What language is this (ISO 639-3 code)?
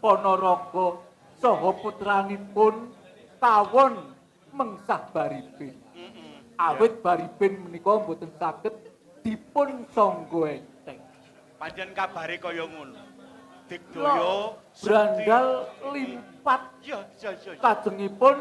jav